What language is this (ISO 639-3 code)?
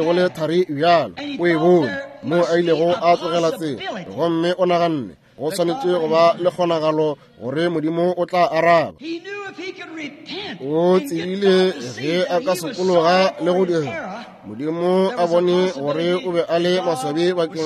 nso